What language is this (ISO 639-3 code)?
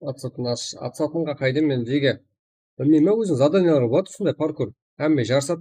kaa